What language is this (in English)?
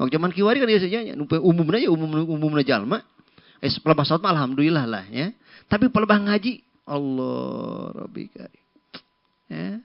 Sundanese